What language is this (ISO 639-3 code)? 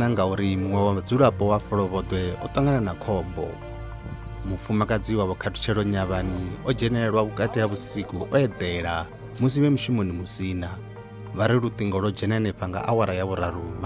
ven